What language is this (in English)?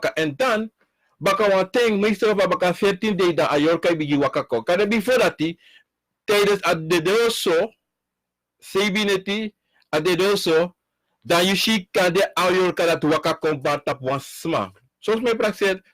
Sranan Tongo